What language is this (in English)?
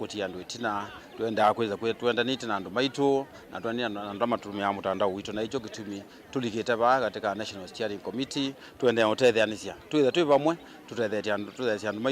Kamba